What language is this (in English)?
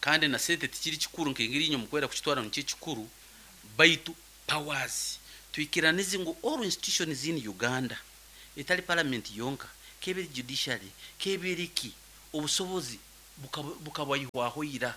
Nyankole